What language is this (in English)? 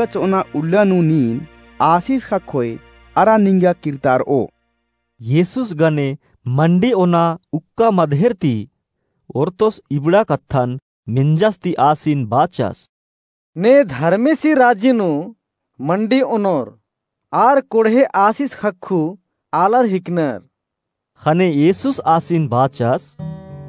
Kurukh